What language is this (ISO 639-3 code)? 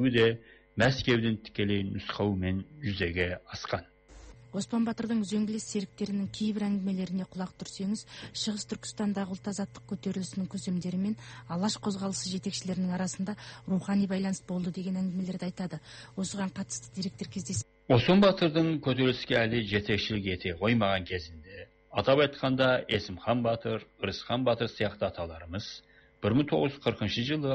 kaz